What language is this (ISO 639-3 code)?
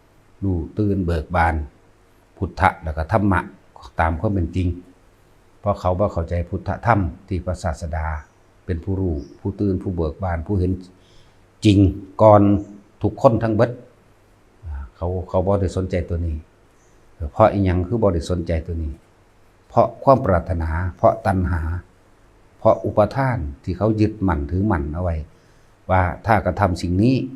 lao